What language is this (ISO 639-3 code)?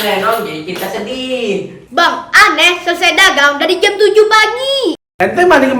bew